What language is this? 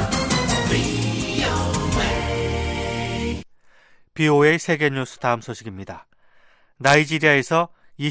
Korean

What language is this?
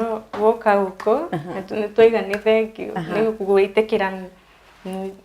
Kikuyu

